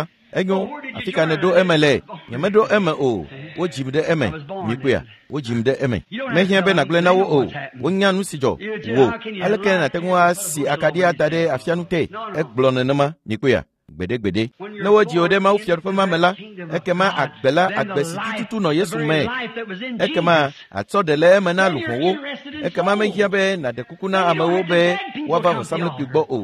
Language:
Ewe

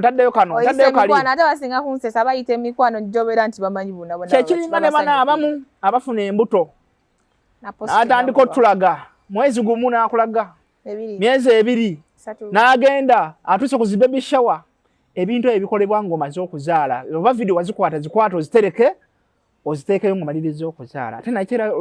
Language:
Ganda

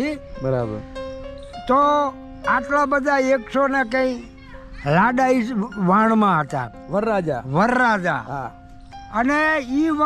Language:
Gujarati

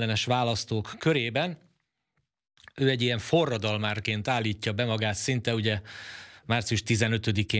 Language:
Hungarian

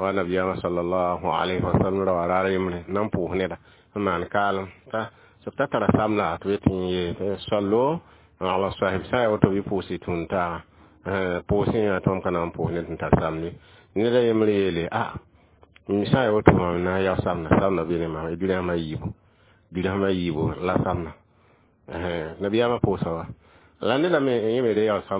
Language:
Mossi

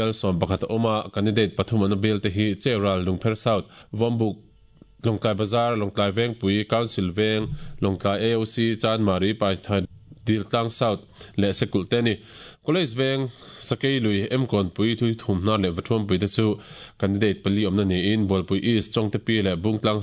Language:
Mizo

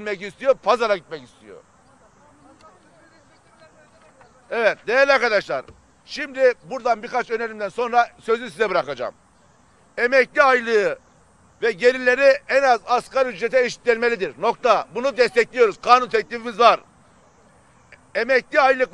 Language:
Turkish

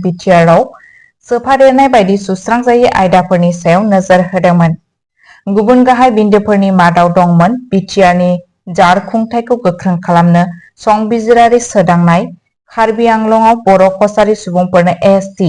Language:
Bodo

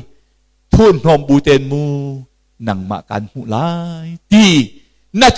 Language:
Hakha Chin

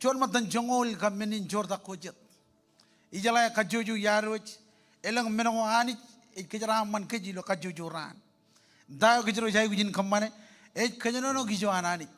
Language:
Marshallese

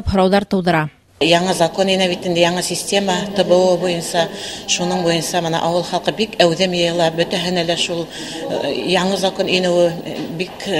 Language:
Bashkir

